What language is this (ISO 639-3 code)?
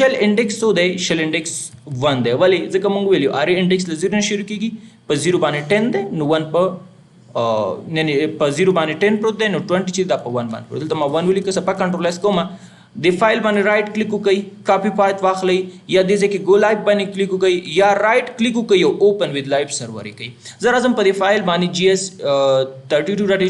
pus